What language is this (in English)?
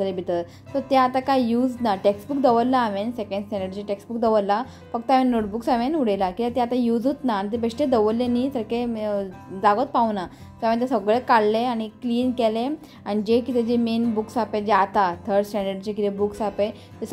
Konkani